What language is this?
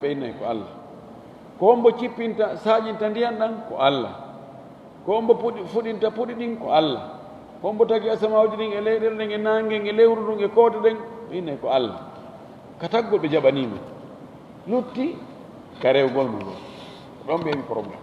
Fula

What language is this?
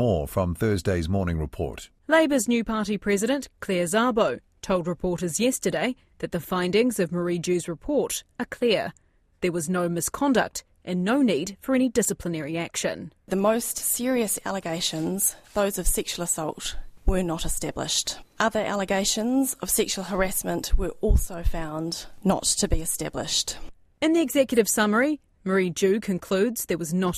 English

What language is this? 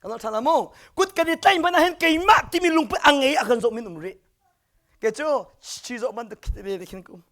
Hakha Chin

